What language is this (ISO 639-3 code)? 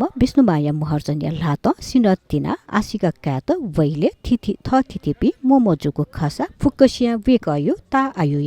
new